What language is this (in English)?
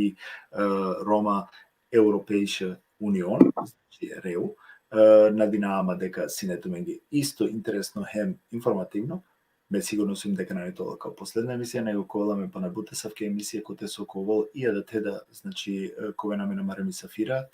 Balkan Romani